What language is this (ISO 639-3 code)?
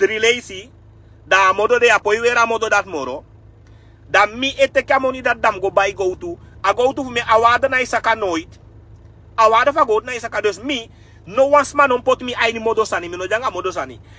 srn